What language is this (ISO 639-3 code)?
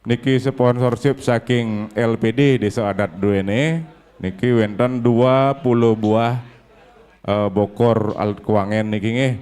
ban